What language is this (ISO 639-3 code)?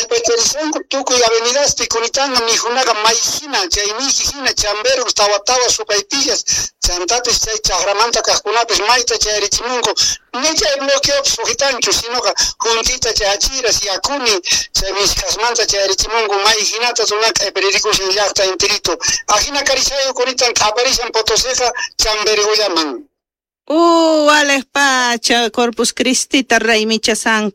quh